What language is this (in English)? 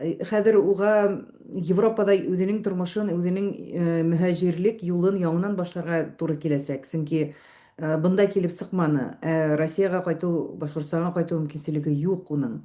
Bashkir